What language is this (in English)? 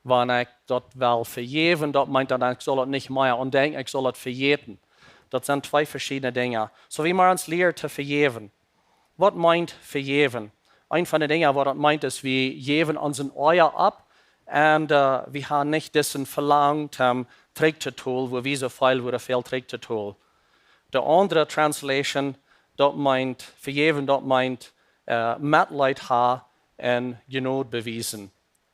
Plautdietsch